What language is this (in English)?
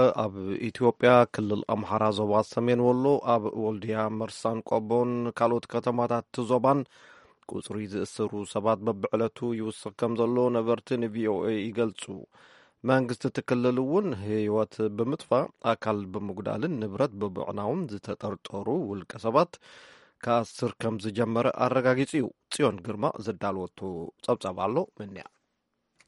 Tigrinya